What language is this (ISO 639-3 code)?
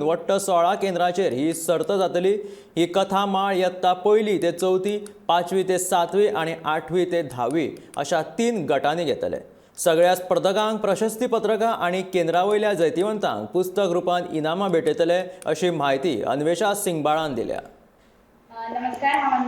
kok